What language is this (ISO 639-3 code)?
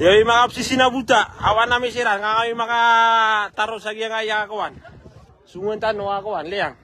mrw